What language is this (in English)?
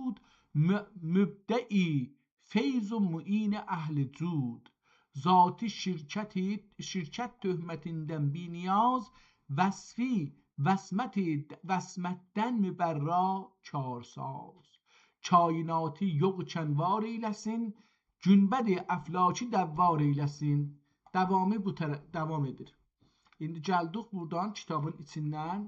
South Azerbaijani